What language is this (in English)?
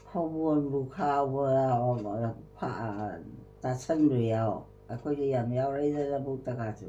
Manipuri